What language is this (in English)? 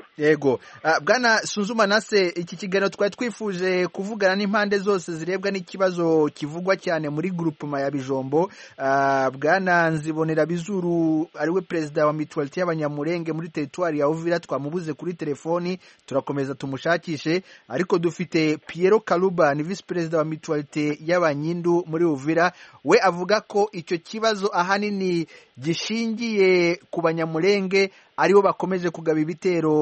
Kinyarwanda